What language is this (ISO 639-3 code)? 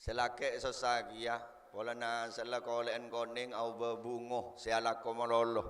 mad